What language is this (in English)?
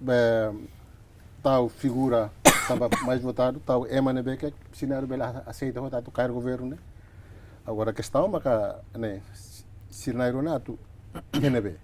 Tetum